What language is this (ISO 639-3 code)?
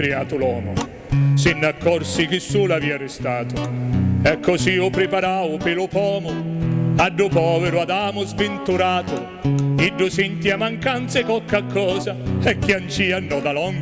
scn